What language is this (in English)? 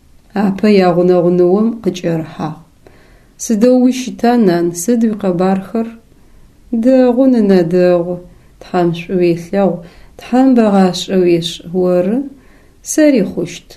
Adyghe